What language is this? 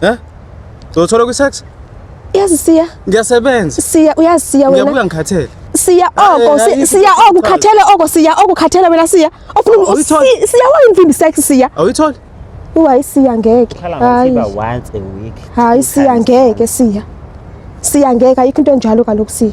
Zulu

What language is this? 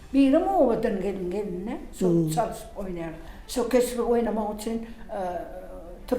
Turkmen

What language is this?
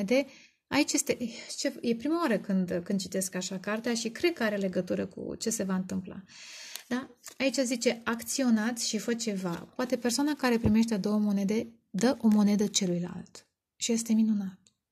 Romanian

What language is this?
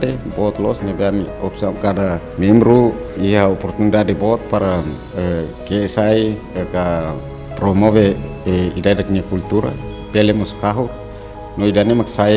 Tetum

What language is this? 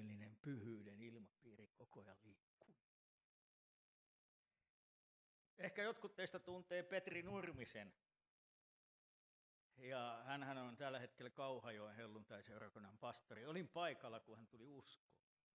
Finnish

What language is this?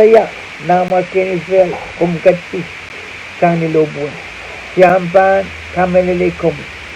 Pohnpeian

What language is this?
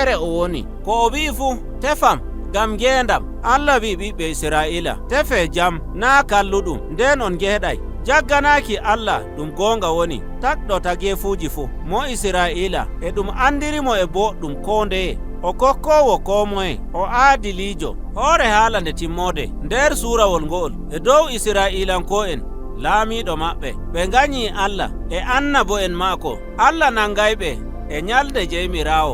Nigerian Fulfulde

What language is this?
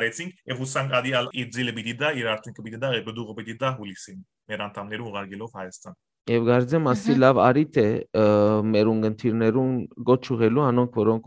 Western Armenian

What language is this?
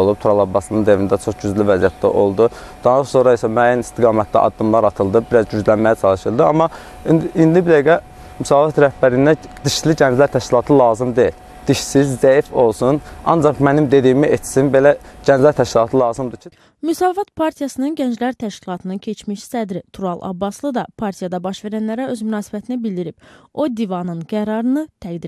Azerbaijani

